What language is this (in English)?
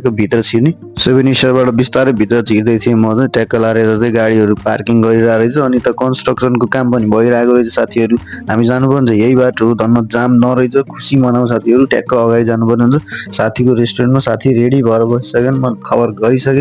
Nepali